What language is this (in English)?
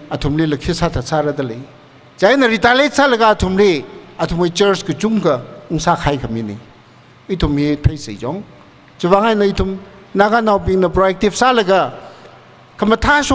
Tangkhul Naga (India)